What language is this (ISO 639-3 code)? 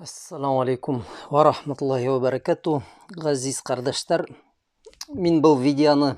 bak